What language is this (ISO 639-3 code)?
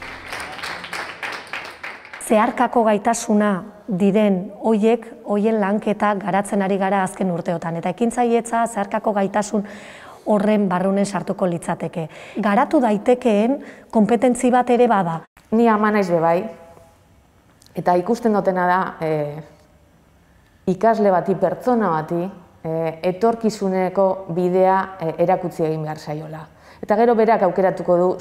eus